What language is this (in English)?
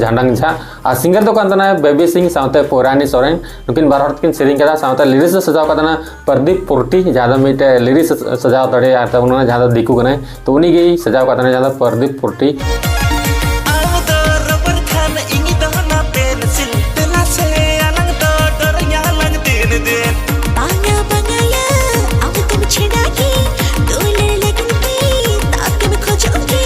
Santali